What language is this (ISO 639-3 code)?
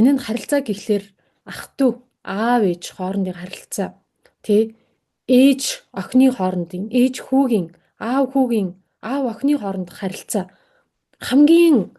mon